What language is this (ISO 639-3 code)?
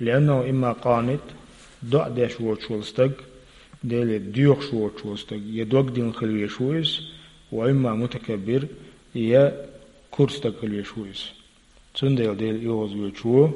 che